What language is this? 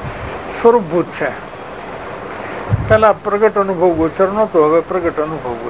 Gujarati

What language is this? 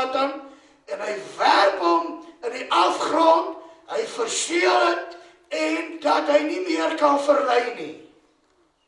Afrikaans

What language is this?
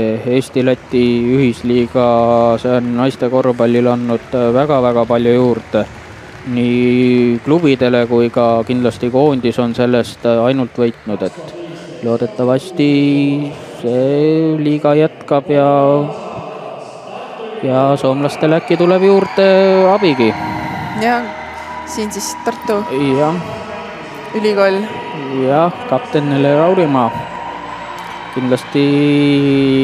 Estonian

